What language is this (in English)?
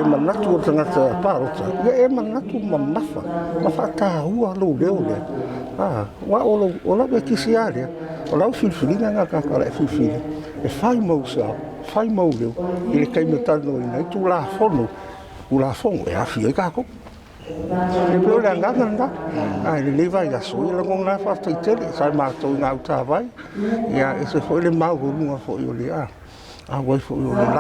Samoan